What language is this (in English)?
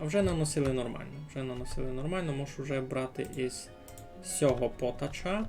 Rusyn